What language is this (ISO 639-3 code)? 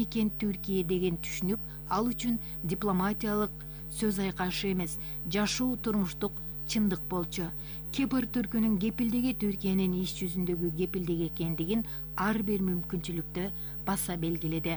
kir